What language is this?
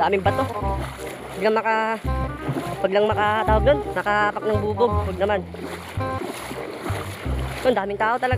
Filipino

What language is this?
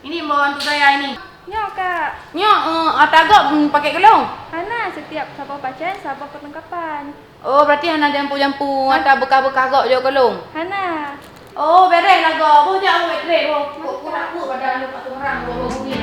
Achinese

